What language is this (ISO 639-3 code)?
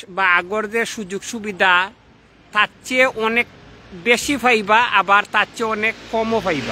syl